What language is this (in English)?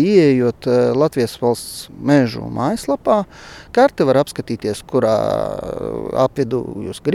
Latvian